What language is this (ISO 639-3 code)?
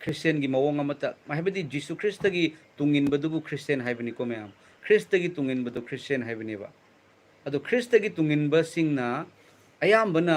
mni